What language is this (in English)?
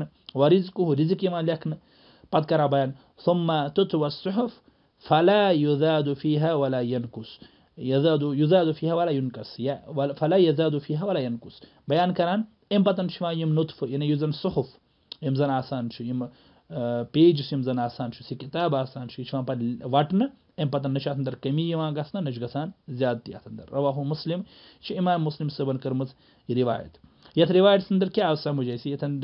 Kashmiri